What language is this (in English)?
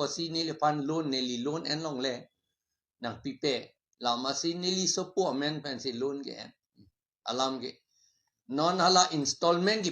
Karbi